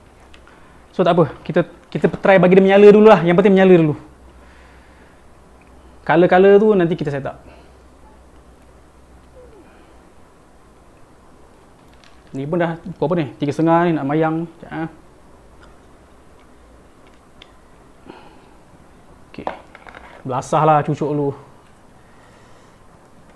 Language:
Malay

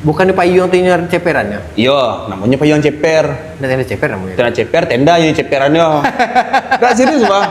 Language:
Minangkabau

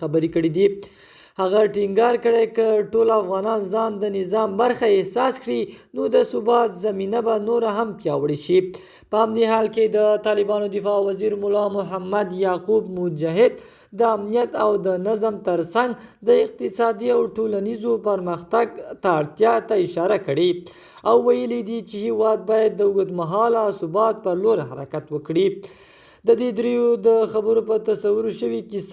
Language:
Pashto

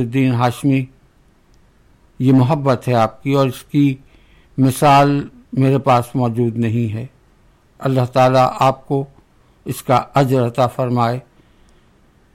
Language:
Urdu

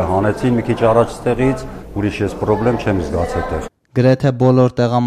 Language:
Armenian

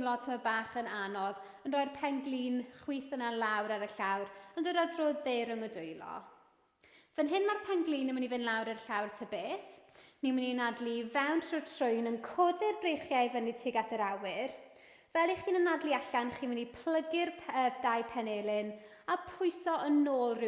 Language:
Welsh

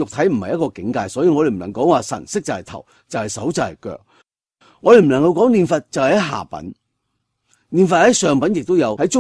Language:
Cantonese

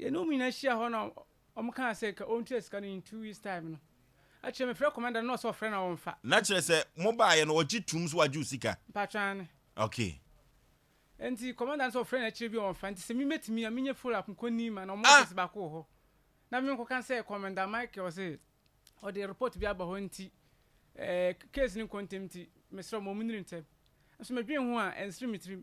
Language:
Akan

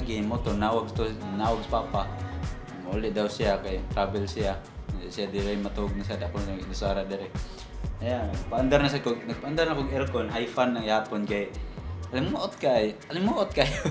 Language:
Cebuano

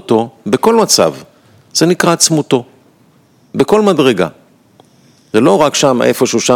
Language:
Hebrew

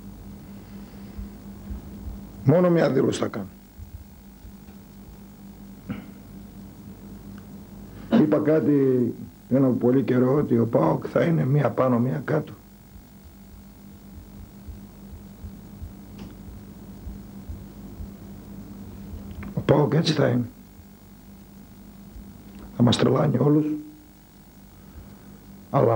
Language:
Greek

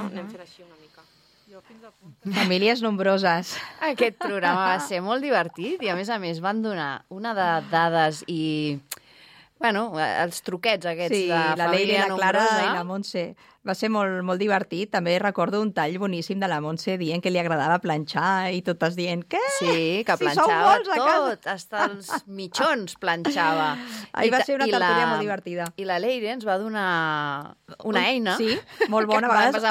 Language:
Catalan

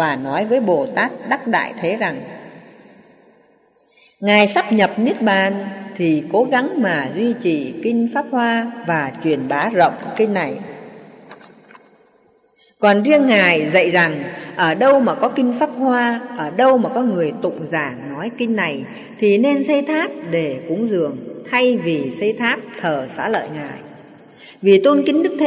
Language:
Vietnamese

